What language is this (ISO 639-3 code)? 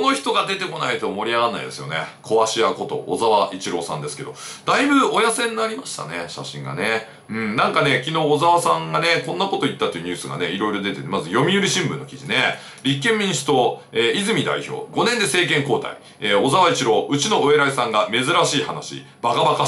jpn